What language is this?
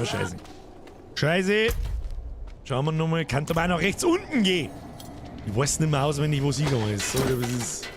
Bavarian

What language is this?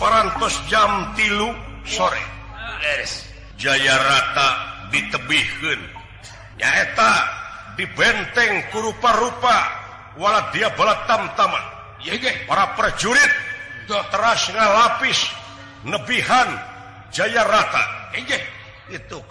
Sundanese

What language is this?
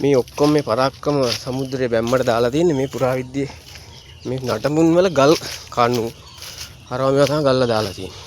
Sinhala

